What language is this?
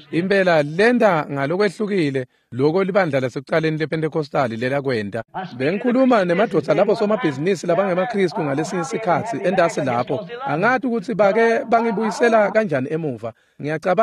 Swati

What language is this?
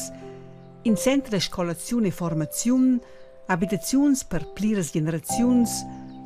Romansh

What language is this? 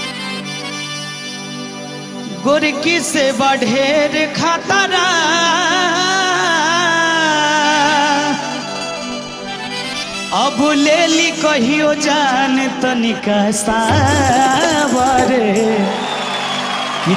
Bhojpuri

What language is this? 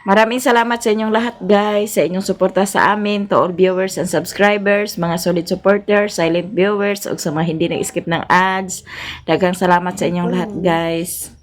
Cebuano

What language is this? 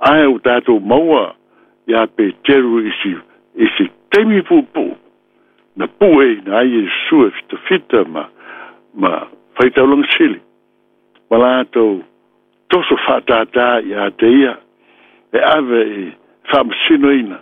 Samoan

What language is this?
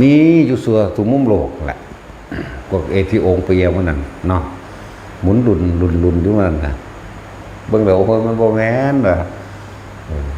Northeastern Thai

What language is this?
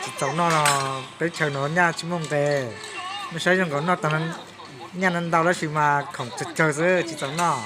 Hmong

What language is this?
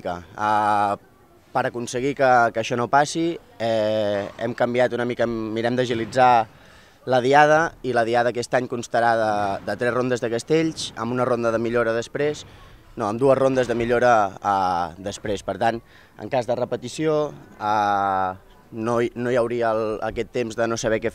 Catalan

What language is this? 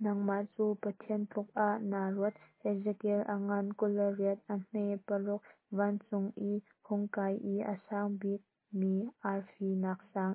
Hakha Chin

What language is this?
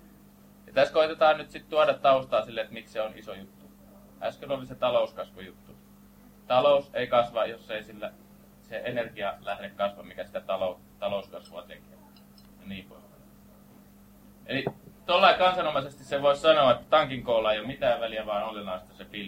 Finnish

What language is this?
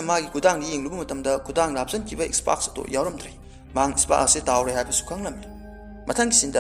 Manipuri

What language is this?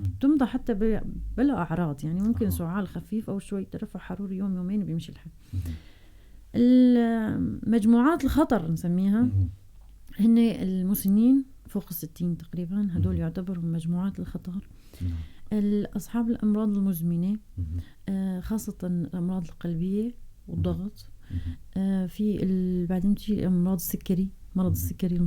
North Levantine Arabic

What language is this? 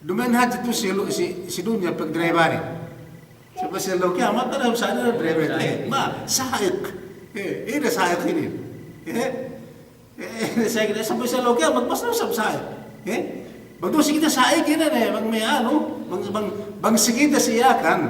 Yakan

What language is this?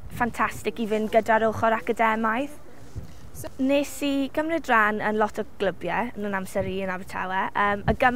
Welsh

